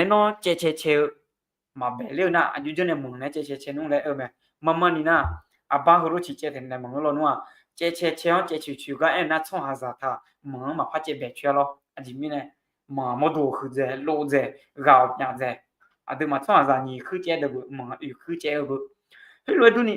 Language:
Akha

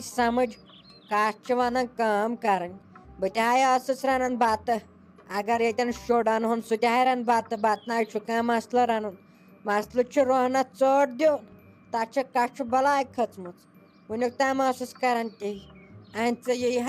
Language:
Kashmiri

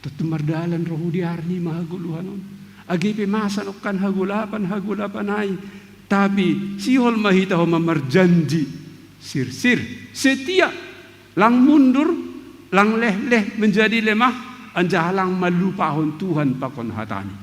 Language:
Batak Simalungun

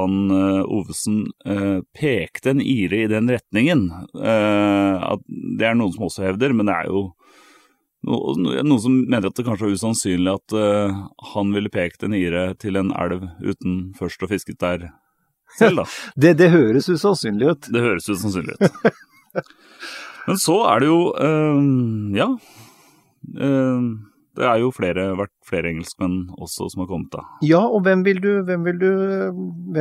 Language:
Norwegian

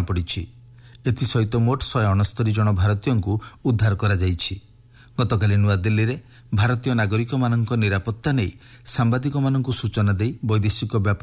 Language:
Odia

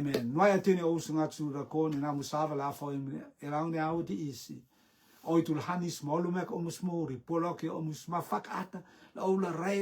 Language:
Rotuman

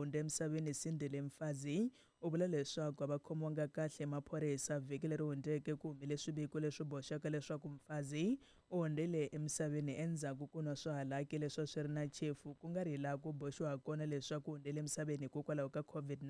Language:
Tsonga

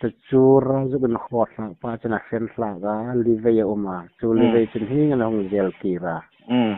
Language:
Hmar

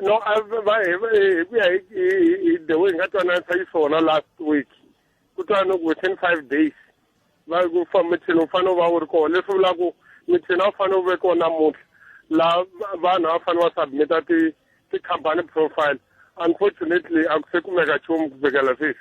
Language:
Tsonga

